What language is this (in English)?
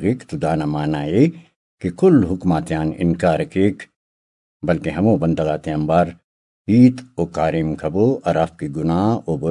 Brahui